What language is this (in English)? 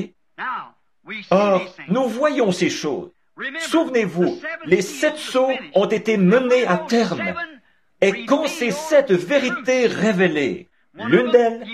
French